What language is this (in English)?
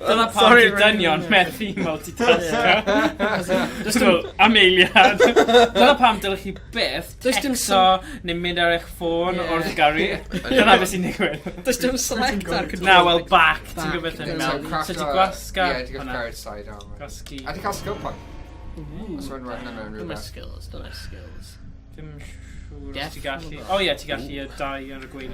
Welsh